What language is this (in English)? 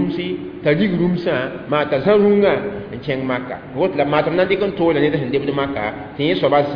Mossi